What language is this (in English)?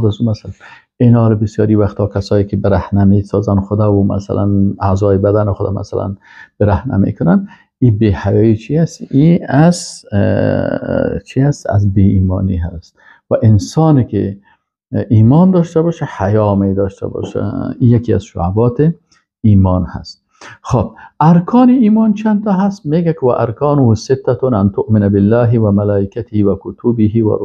Persian